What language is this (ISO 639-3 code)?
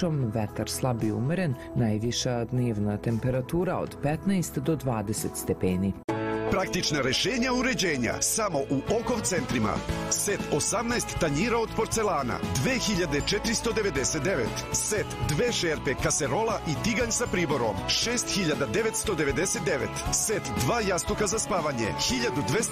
srp